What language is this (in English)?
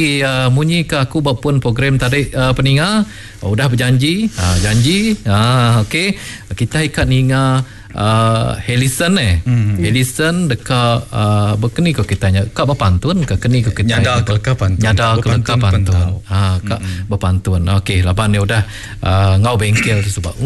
Iban